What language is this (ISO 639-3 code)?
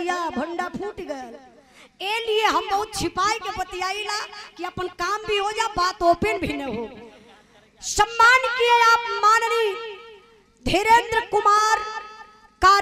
bho